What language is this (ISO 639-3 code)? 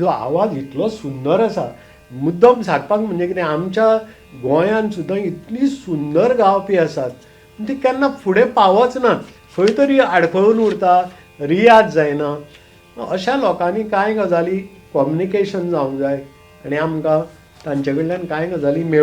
kok